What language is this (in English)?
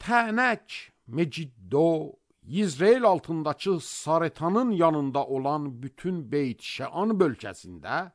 Azerbaijani